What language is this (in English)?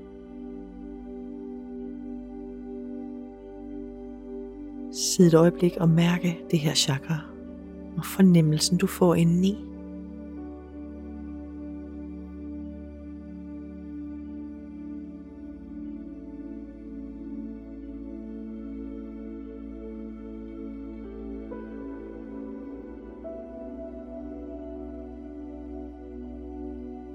Danish